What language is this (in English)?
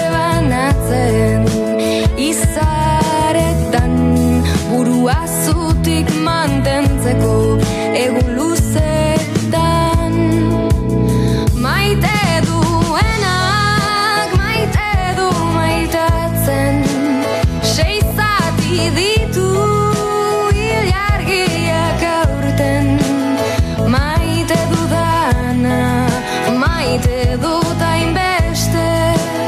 Basque